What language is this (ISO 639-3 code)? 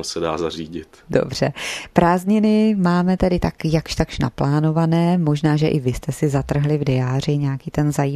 ces